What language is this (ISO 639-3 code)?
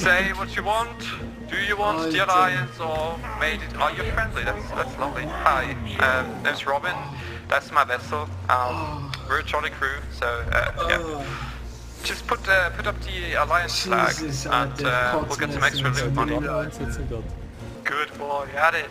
gsw